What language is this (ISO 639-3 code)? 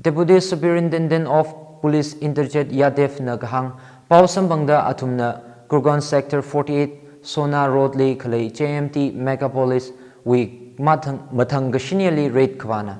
nmf